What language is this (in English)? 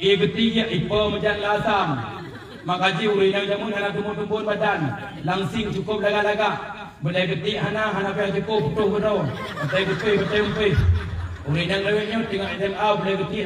Achinese